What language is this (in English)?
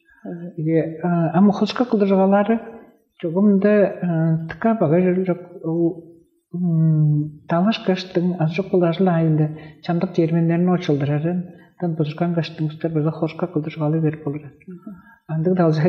Tuvinian